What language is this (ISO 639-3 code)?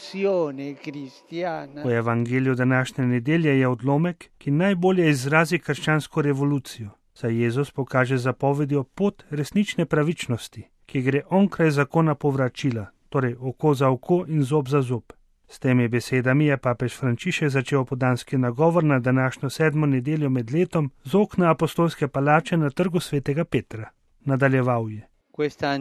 slv